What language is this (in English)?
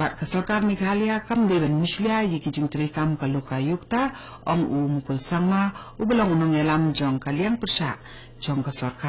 Khasi